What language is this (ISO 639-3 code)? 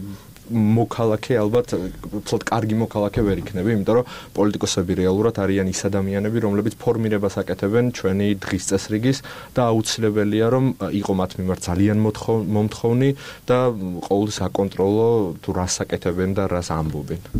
kat